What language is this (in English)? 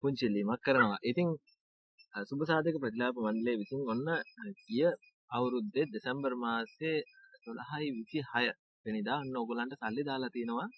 Sinhala